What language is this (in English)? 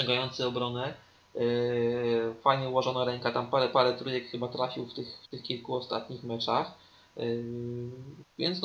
Polish